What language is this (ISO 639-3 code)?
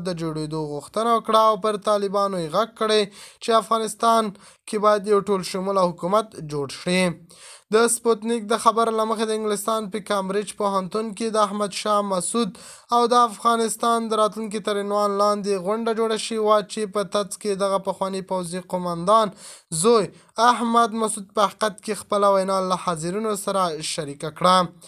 pus